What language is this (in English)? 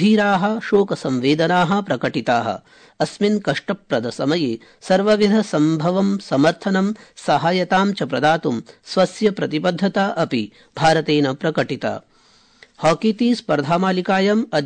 Sanskrit